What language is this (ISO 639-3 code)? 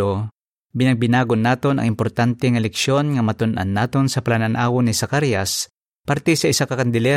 hil